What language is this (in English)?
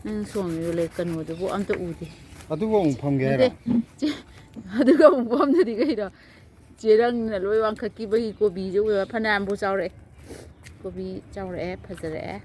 Manipuri